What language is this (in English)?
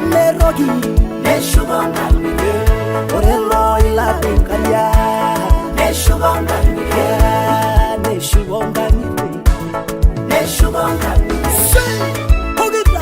Masai